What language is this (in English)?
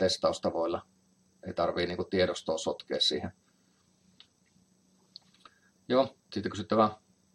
Finnish